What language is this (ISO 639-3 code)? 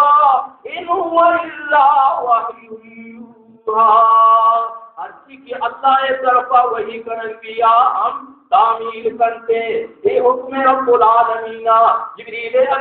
bal